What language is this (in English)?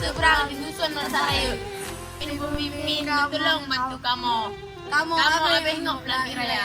Achinese